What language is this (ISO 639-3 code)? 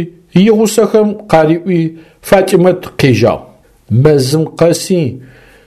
ady